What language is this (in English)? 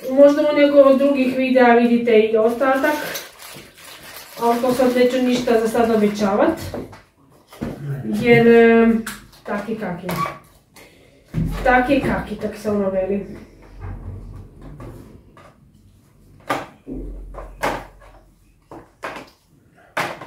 Croatian